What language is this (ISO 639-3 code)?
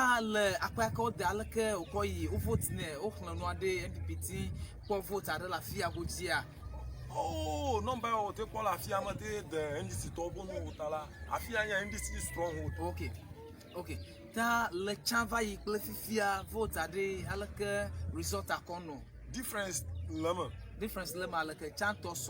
ewe